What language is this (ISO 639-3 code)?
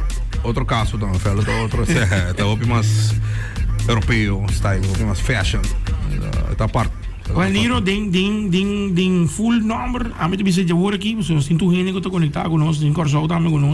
pap